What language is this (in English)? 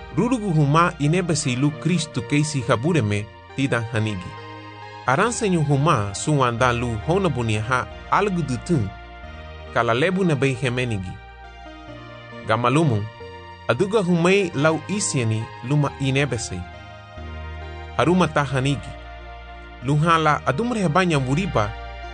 Garifuna